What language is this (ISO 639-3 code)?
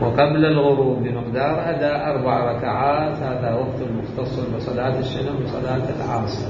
acm